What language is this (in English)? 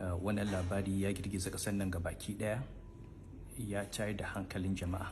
Hausa